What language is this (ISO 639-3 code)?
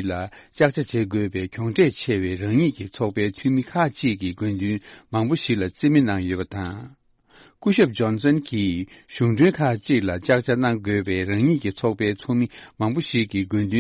bod